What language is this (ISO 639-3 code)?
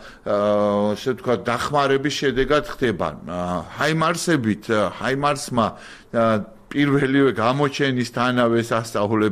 kat